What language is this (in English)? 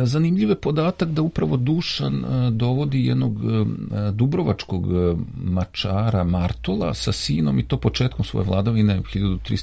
Serbian